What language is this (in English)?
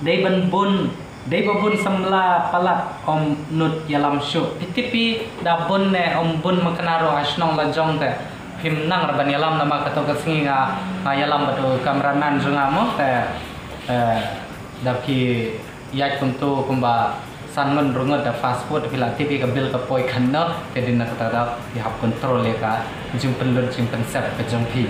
Khasi